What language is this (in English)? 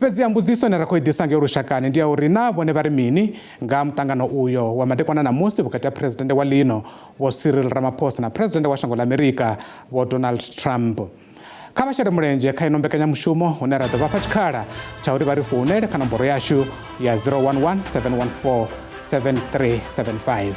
Venda